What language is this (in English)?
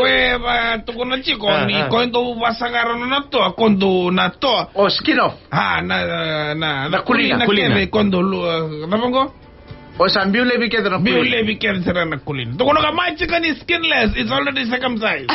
Fijian